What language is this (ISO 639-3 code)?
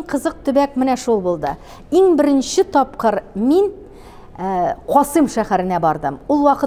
tat